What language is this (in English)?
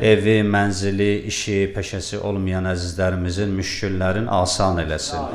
Azerbaijani